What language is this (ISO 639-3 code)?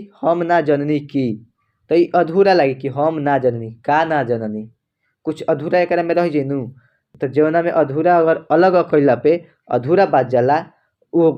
bho